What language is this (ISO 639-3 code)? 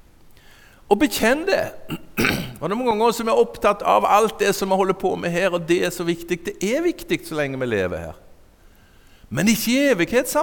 nor